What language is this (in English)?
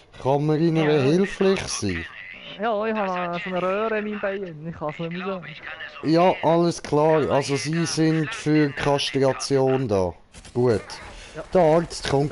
Swiss German